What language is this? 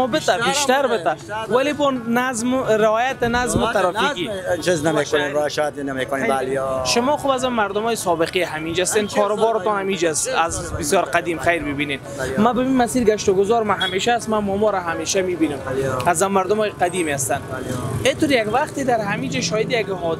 Persian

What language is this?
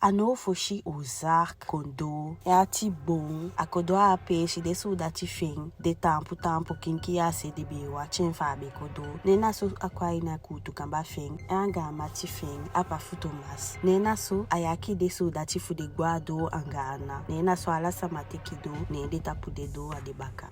Eastern Maroon Creole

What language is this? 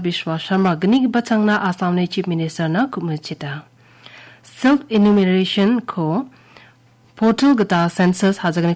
Garo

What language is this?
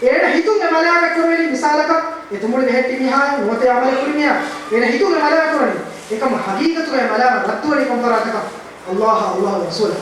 Divehi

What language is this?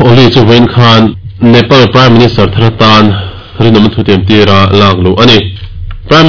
Mizo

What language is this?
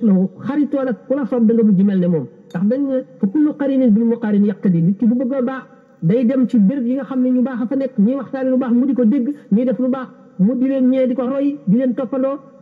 Wolof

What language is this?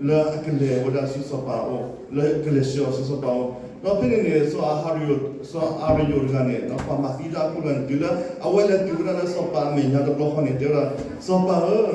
S'gaw Karen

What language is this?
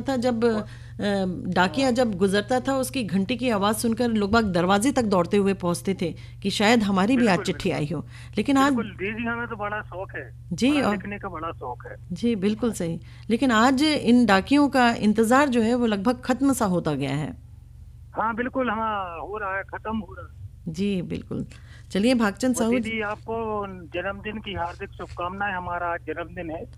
Hindi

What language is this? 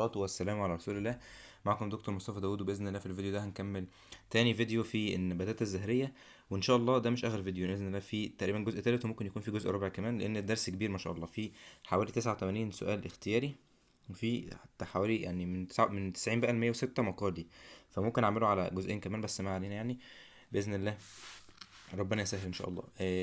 Egyptian Arabic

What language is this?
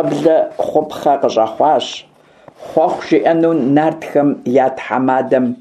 Kabardian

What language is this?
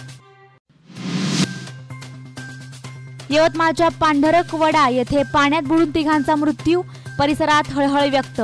Marathi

